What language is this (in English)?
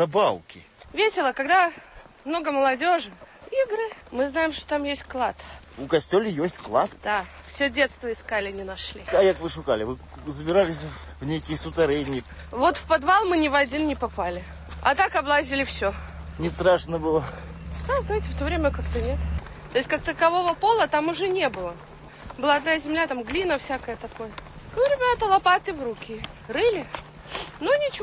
Belarusian